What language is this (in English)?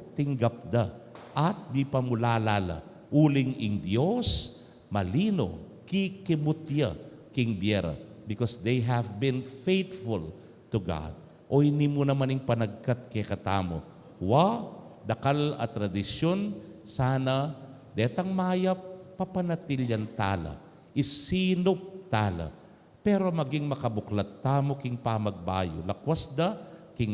Pampanga